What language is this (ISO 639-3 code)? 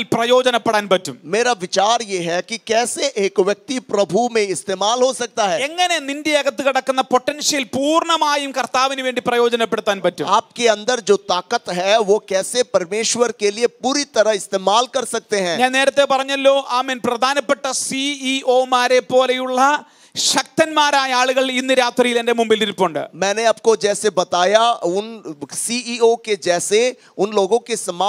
mal